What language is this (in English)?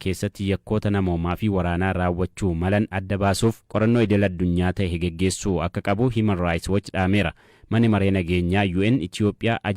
Oromo